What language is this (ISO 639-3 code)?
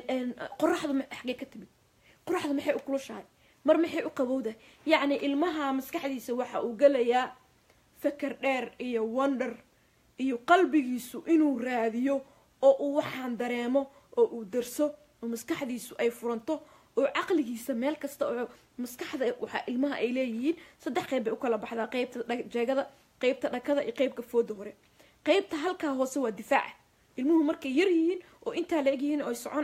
som